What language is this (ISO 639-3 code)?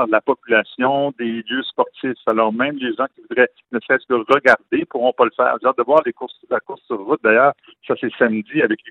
fra